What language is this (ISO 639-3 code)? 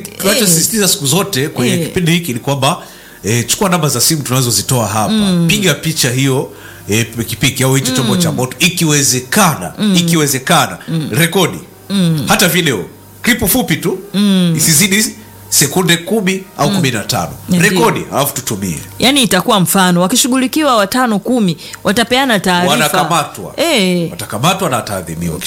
swa